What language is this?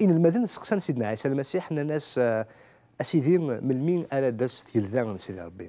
Kabyle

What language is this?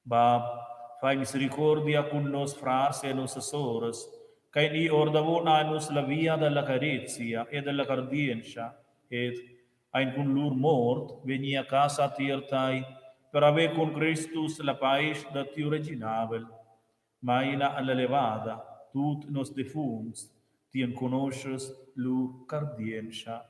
Romansh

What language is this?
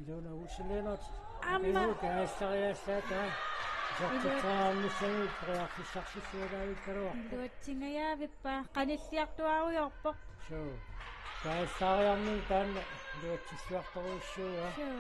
Kalaallisut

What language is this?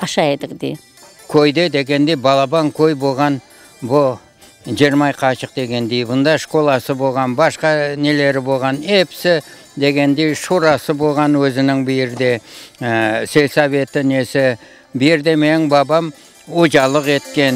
Crimean Tatar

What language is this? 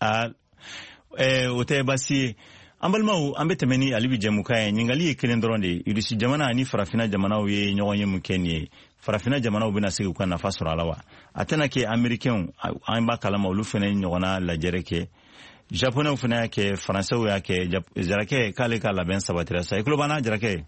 Bambara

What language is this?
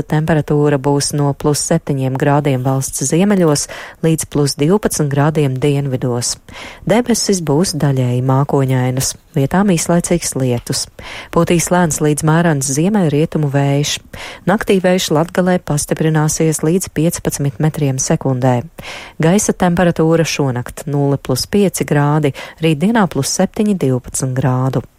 Latvian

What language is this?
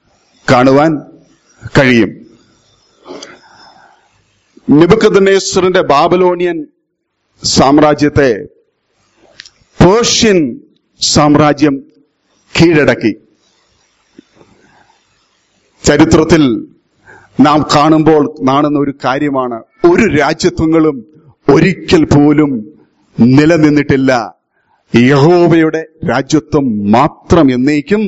Malayalam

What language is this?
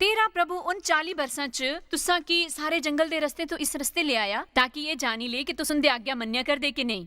Dogri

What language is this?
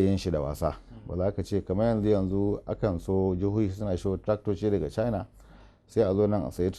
Hausa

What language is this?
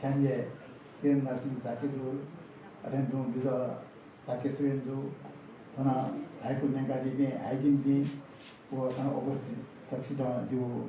Newari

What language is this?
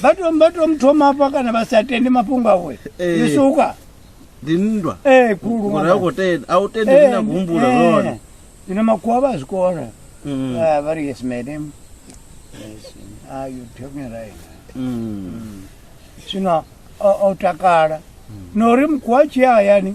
Venda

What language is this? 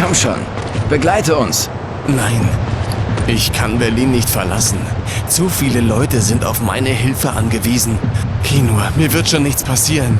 Bavarian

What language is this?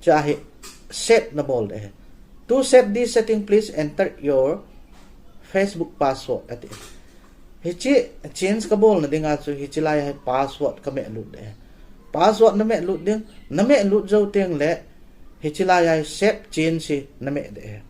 Thado Chin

